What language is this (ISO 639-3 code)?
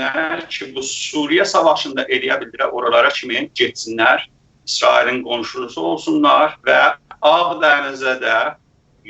azb